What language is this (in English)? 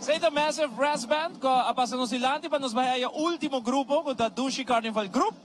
Papiamento